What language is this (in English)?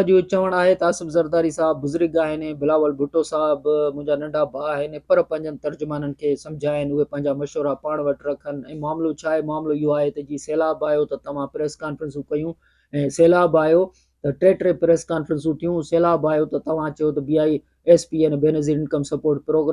Sindhi